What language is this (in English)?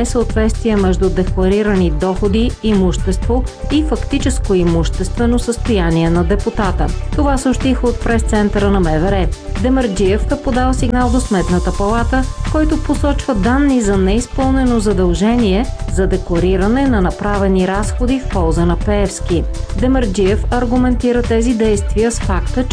Bulgarian